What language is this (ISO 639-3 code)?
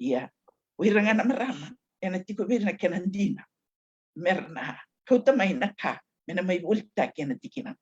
fij